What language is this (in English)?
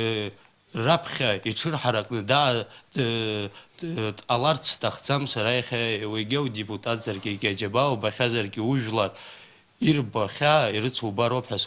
Abkhazian